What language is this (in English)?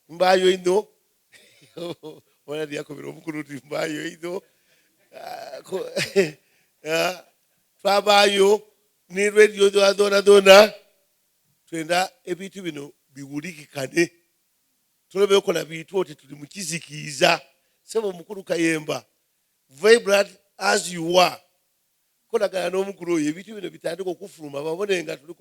Soga